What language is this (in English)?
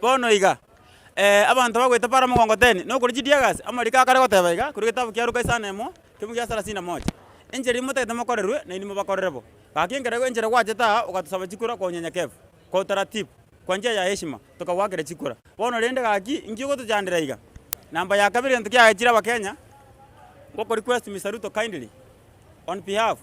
Gusii